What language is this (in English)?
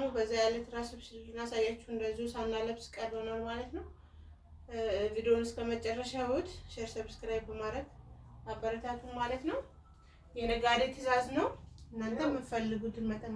Amharic